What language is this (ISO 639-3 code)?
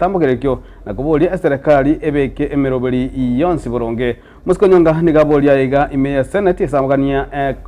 guz